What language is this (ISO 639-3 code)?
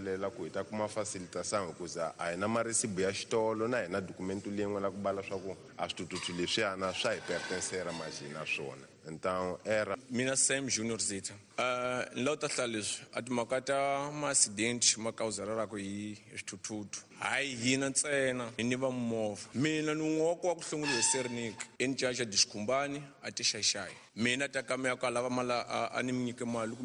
tso